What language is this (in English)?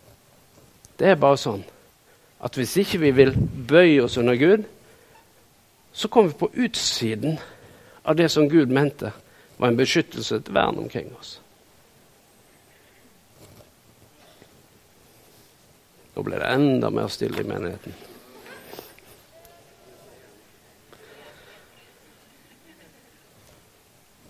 Norwegian